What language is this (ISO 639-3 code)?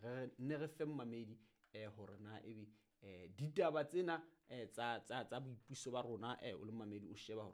sot